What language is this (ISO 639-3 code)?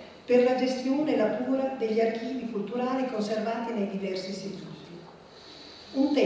ita